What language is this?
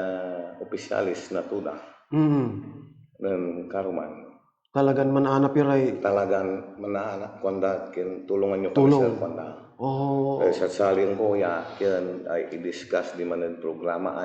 Pangasinan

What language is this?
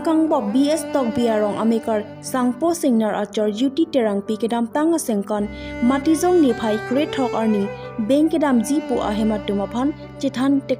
Karbi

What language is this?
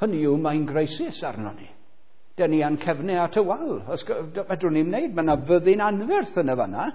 Welsh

